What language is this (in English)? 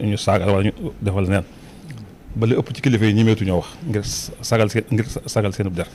Wolof